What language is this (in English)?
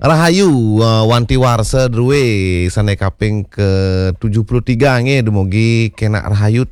Balinese